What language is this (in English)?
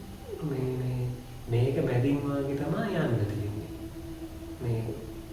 Sinhala